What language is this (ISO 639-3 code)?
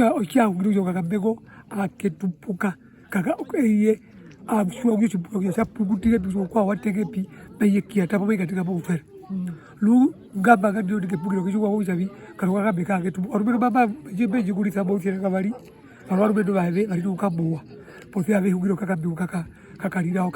her